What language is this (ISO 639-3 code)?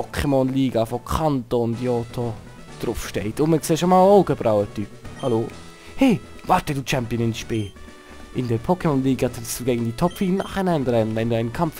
gsw